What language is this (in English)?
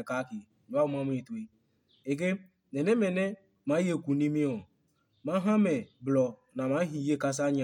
Adangme